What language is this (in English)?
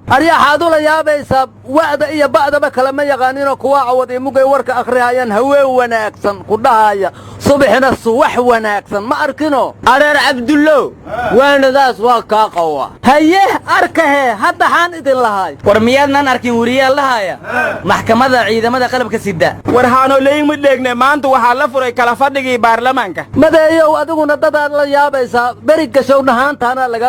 Somali